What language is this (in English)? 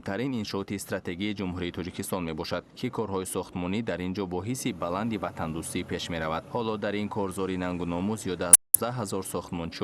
Tajik